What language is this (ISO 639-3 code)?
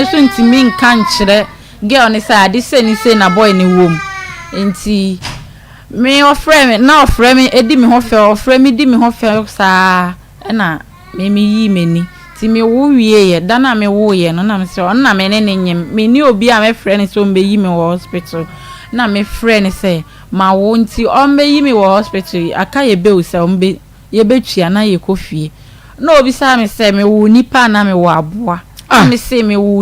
aka